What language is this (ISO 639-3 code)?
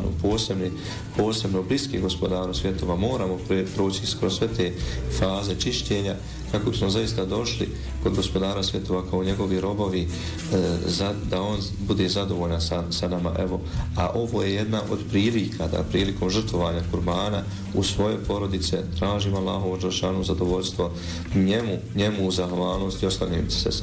bos